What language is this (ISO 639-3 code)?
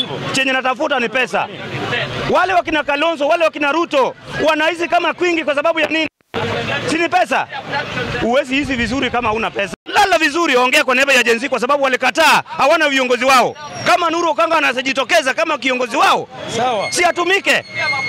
swa